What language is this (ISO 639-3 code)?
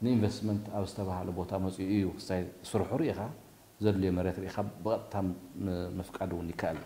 tir